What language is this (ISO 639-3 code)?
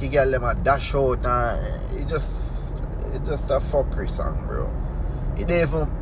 jam